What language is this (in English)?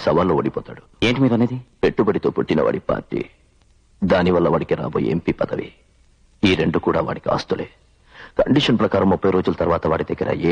Telugu